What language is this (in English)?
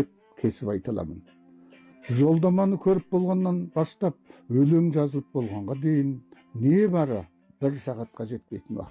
Kazakh